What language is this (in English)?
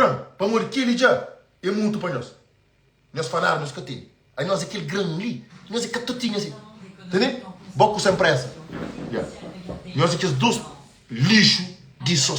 Kabuverdianu